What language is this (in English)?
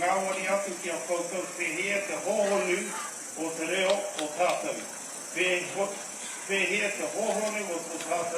Māori